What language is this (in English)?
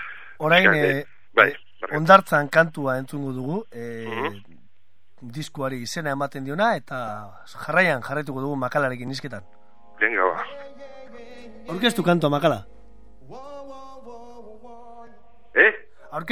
Basque